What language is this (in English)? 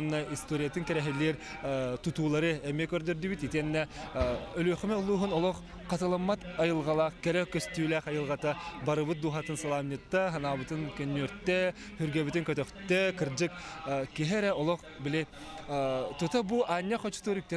Yakut